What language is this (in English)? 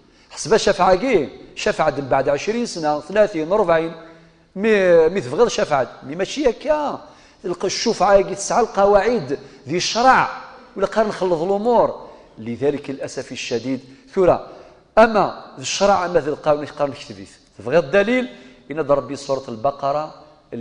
Kabyle